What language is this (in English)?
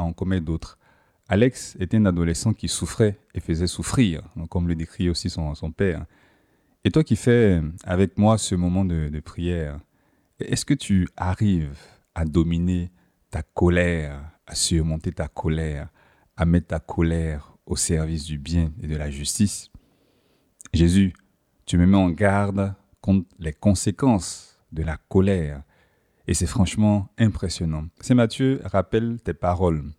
French